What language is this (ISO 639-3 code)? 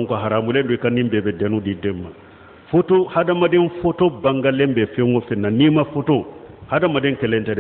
bam